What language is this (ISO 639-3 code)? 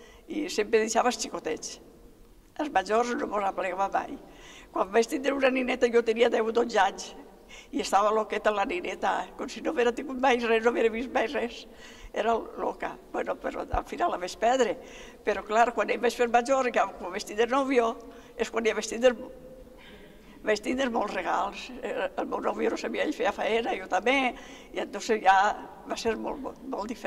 cat